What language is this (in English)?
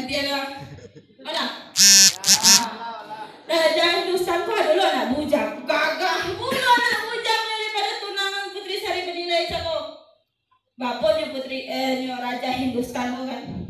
Minangkabau